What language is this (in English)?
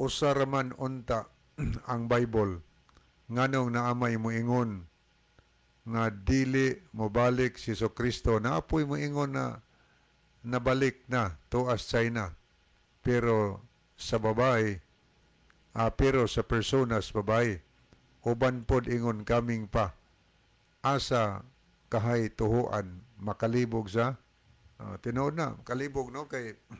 Cebuano